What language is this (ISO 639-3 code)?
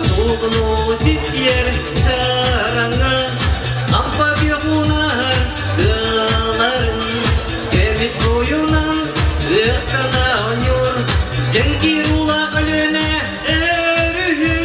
sah